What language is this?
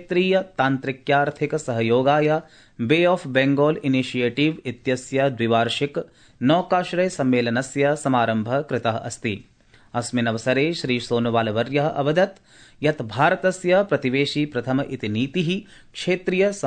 Sanskrit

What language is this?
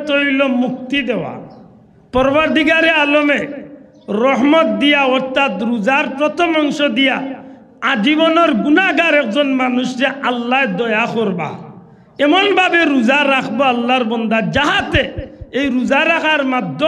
Sylheti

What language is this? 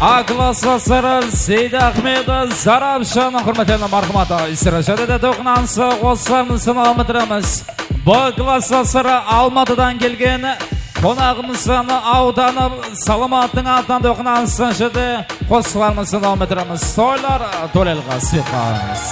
Kara-Kalpak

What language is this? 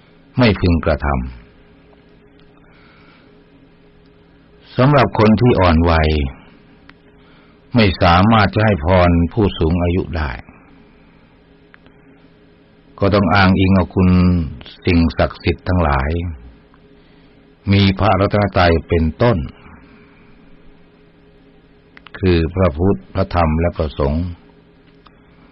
Thai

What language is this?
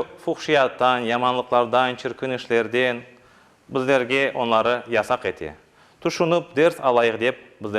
Crimean Tatar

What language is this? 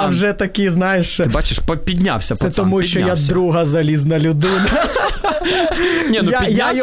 Ukrainian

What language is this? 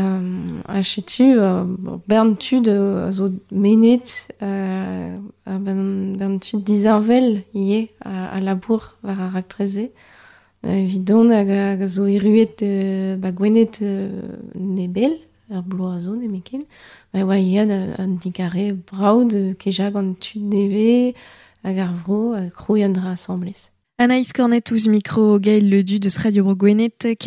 Breton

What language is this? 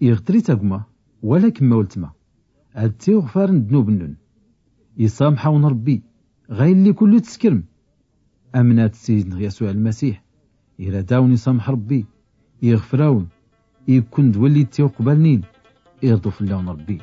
Tachelhit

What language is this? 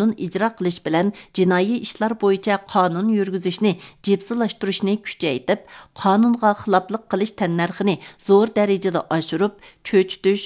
Uyghur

